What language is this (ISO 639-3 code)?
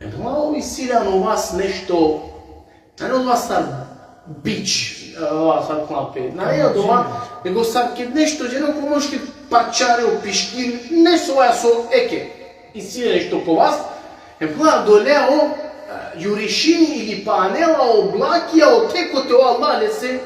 rmn